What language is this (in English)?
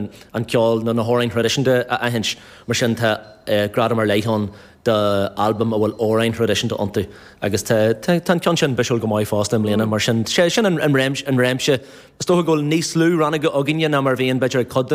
Irish